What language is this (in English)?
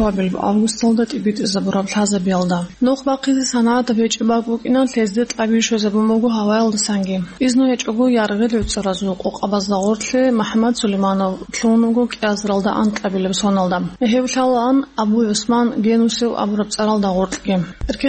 Avaric